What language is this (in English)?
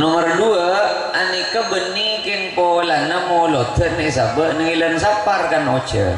Madurese